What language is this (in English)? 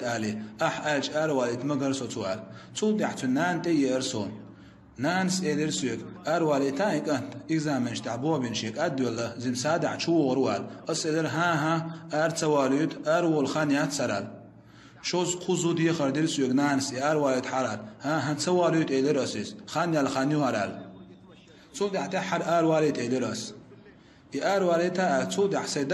Chechen